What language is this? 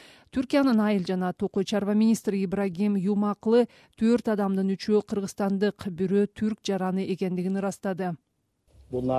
Kyrgyz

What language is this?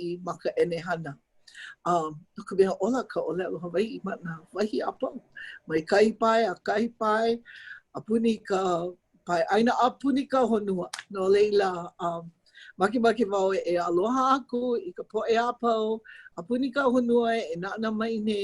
Hawaiian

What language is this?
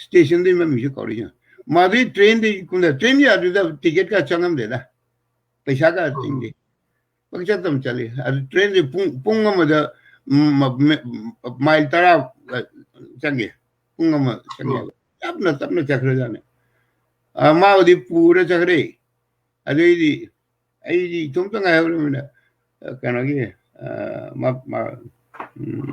Manipuri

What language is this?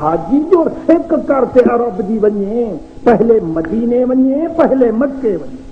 Saraiki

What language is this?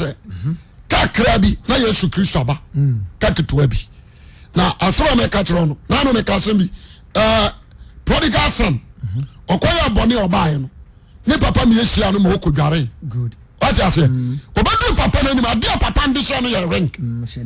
Akan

